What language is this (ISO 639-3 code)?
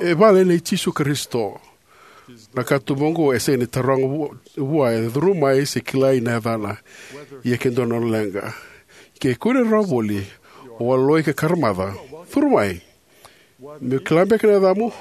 fij